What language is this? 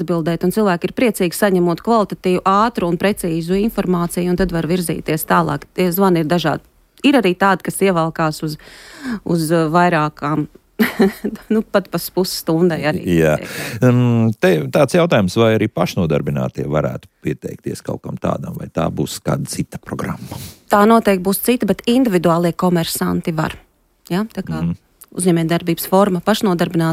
Latvian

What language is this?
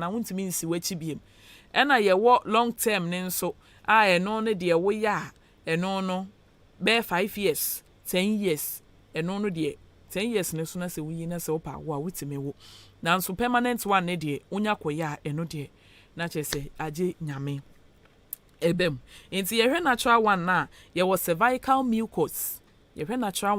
Akan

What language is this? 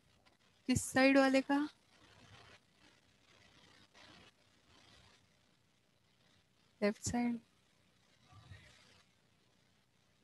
Hindi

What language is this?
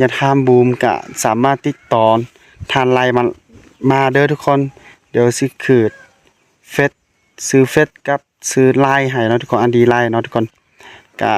Lao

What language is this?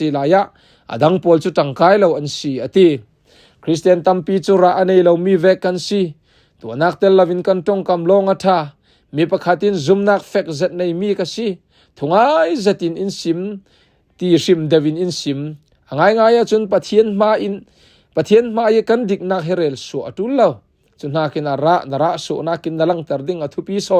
Falam Chin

